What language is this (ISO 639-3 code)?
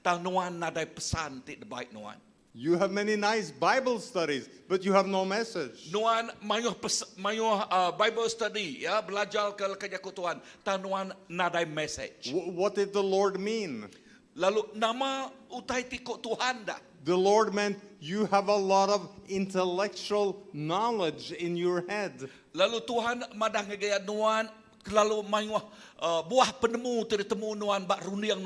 iba